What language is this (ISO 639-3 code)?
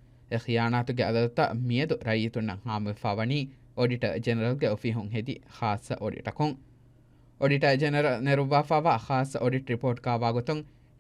div